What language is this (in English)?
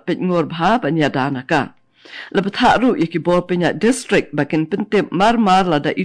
Khasi